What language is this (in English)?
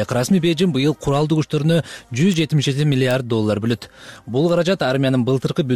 Kyrgyz